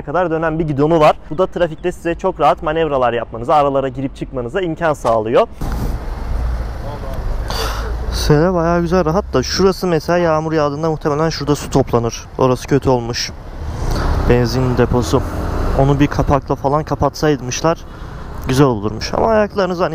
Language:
Turkish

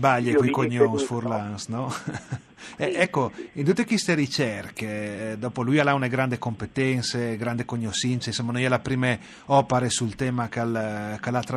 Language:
Friulian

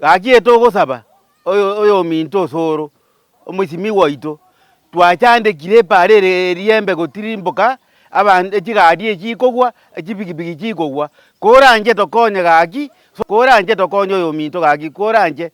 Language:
Gusii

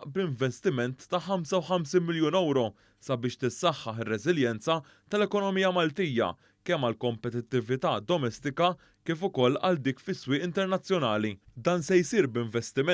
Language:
Maltese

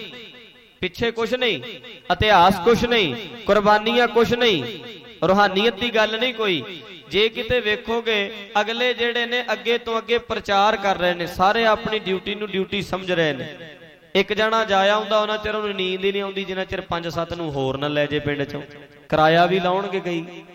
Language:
Punjabi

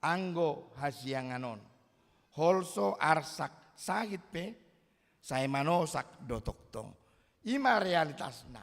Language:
Batak Toba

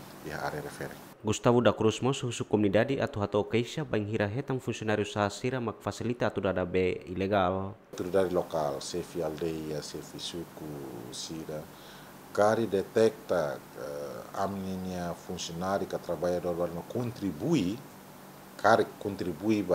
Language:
Tetum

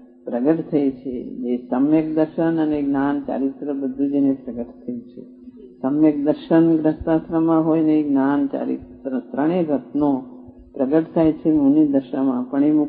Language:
Gujarati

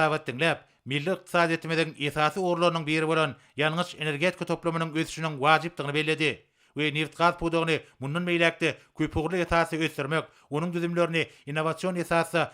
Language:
Turkmen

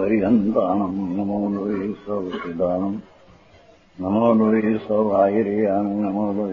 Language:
Gujarati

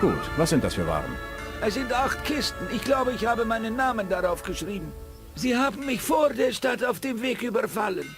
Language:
Bavarian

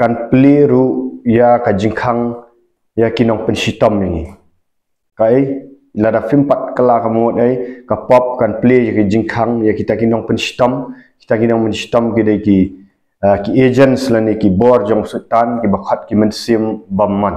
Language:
Khasi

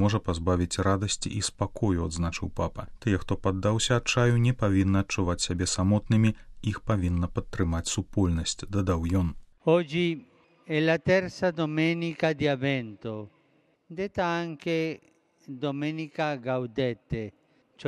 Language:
Belarusian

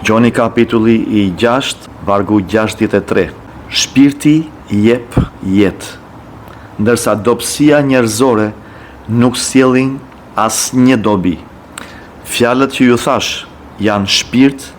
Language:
Albanian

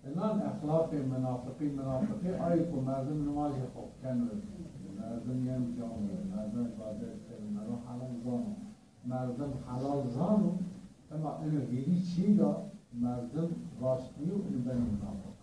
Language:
Zaza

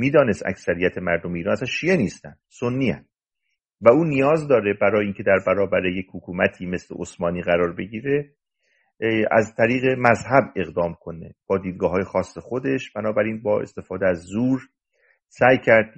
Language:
Persian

